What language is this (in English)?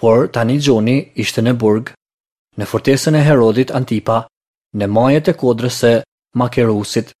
Albanian